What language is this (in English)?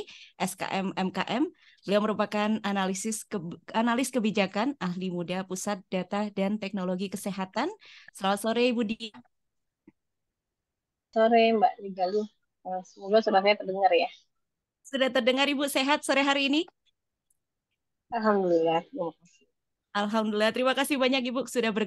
Indonesian